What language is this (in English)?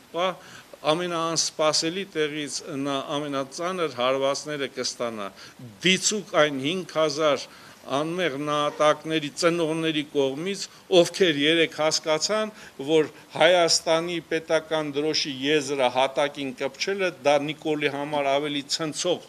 Armenian